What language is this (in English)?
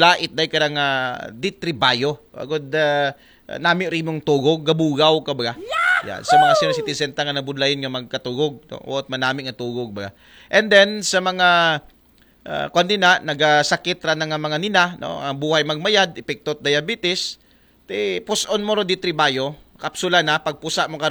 Aklanon